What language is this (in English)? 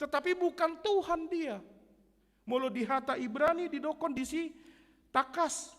Batak Toba